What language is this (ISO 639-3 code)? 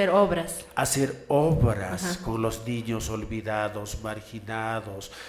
que